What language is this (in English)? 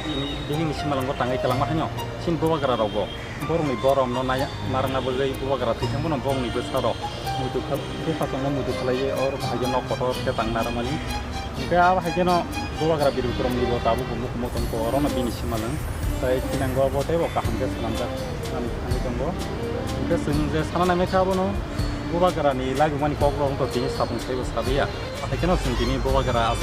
Kok Borok